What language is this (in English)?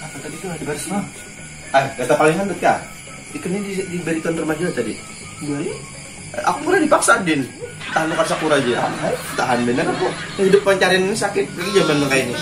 Banjar